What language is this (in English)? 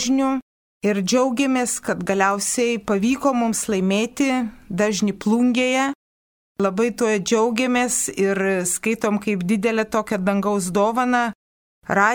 Lithuanian